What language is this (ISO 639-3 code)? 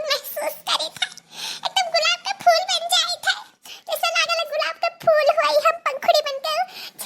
awa